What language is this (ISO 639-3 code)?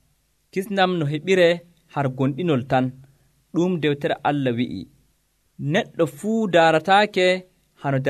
fuv